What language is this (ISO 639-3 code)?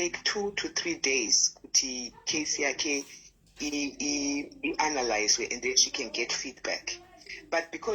sna